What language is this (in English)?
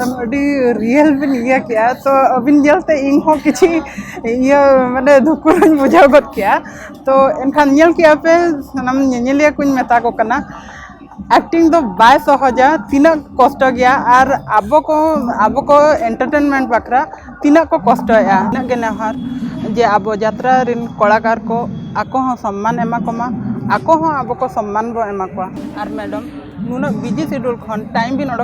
Santali